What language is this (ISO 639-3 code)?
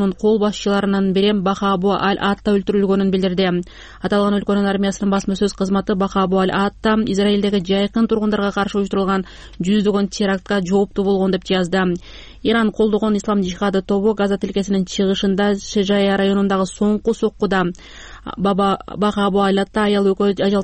kir